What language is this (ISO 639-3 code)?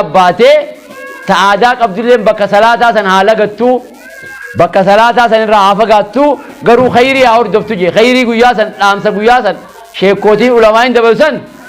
orm